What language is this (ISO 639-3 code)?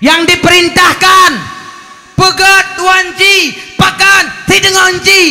ace